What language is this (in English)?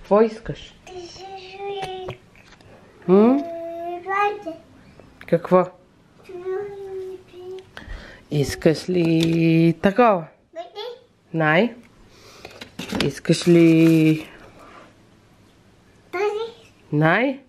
Bulgarian